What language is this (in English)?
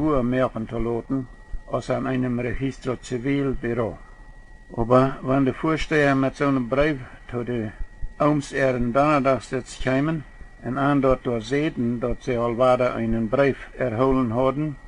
Plautdietsch